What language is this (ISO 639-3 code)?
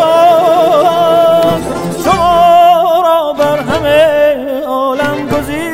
fas